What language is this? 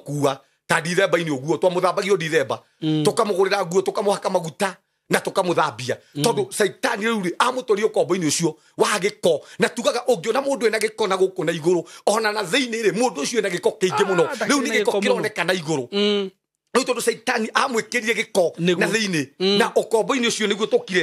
Kikuyu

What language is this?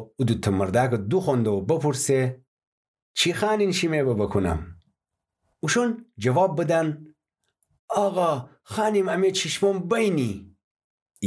Gilaki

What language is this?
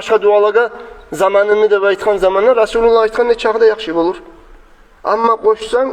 Kumyk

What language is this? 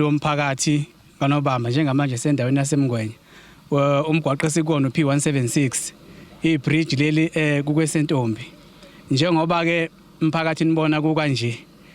Zulu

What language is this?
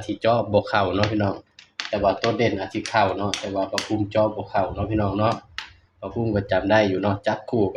Northeastern Thai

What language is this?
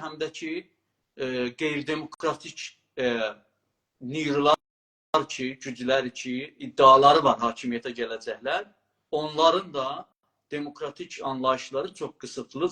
South Azerbaijani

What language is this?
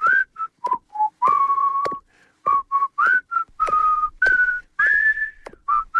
Greek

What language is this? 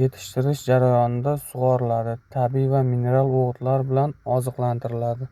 Uzbek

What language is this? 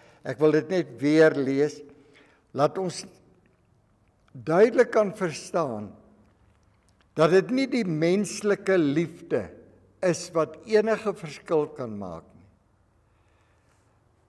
Afrikaans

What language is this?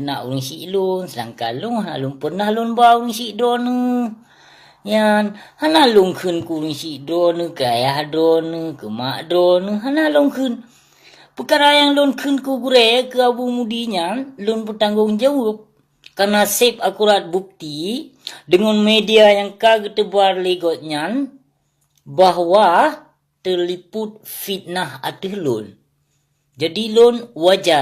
Achinese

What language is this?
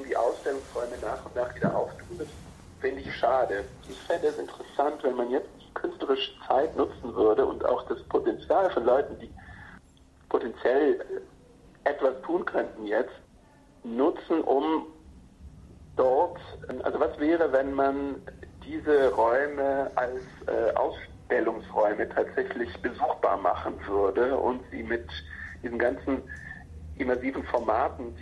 German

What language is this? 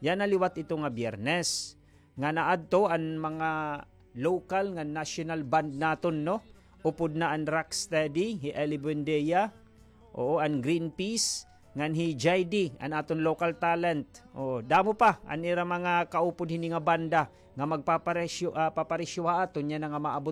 Waray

